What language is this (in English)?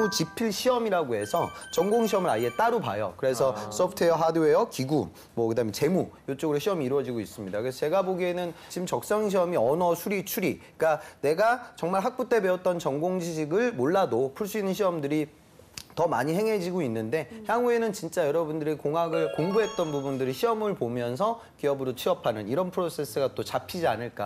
Korean